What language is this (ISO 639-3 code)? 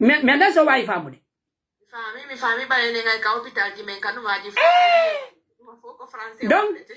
fuf